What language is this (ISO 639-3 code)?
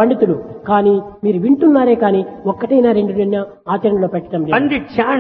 tel